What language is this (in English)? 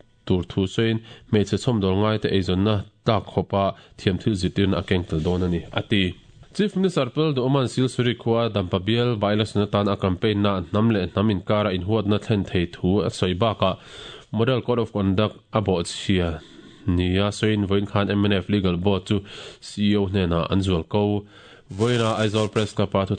Mizo